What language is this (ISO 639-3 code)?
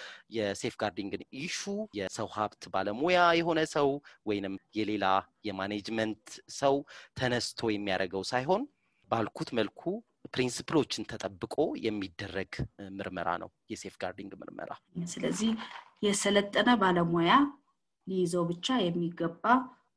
amh